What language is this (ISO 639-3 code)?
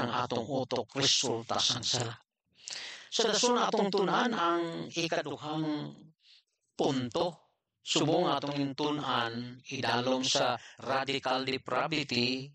hil